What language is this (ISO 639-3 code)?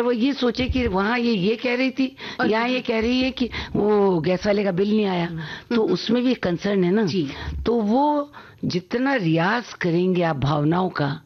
hin